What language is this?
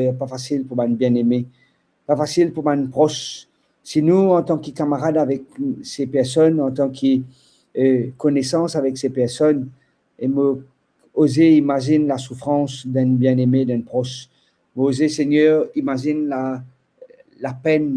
Morisyen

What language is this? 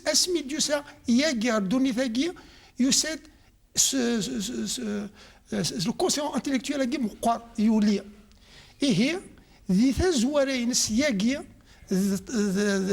Kabyle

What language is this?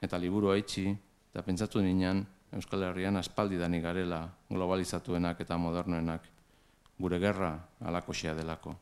Basque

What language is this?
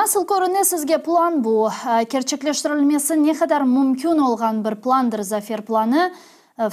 Crimean Tatar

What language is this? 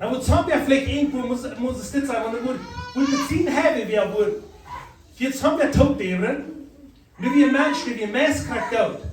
Plautdietsch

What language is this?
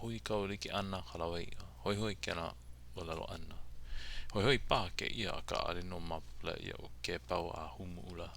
Hawaiian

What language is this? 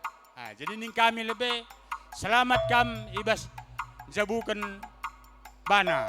Batak Karo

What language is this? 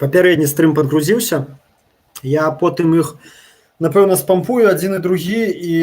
Belarusian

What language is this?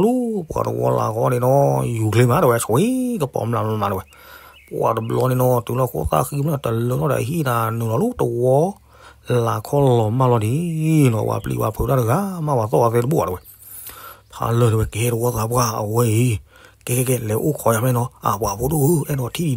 S'gaw Karen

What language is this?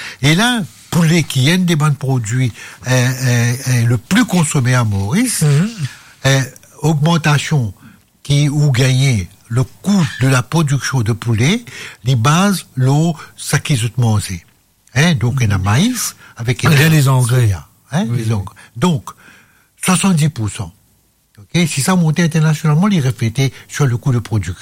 Morisyen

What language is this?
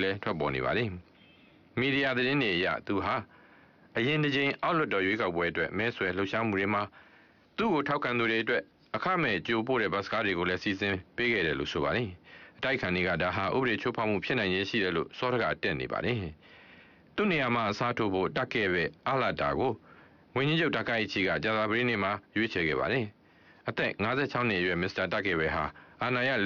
Burmese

